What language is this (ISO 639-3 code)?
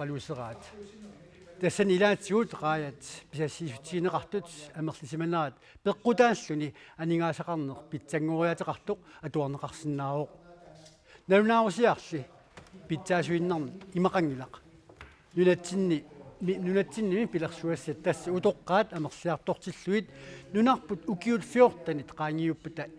kal